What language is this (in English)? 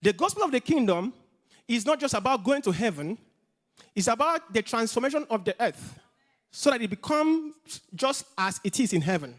English